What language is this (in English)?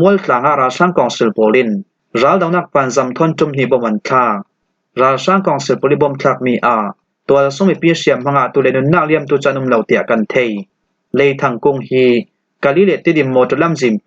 Falam Chin